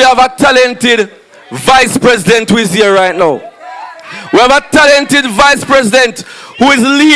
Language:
Jamaican Creole English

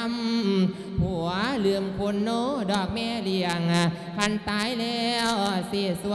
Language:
Lao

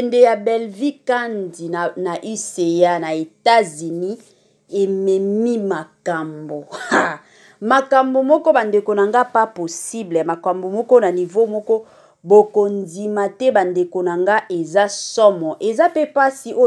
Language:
Lingala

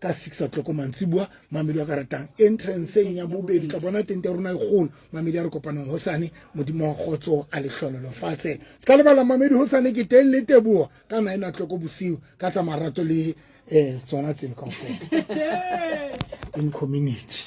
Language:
Southern Sotho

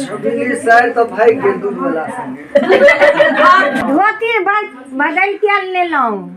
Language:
Maithili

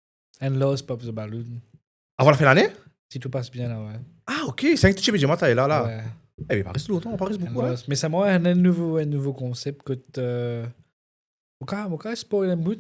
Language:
Morisyen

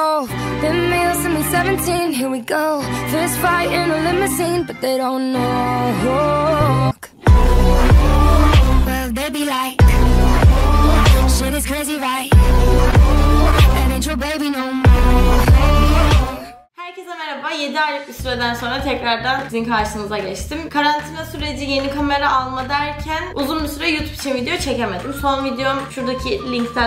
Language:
Turkish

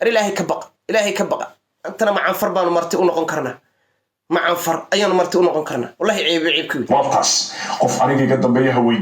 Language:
Somali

